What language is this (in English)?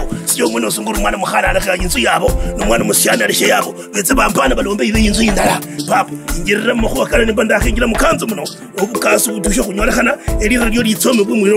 Kabras